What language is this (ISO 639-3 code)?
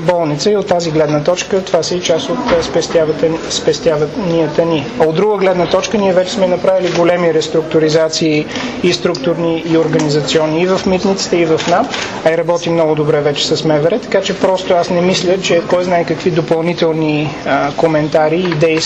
bul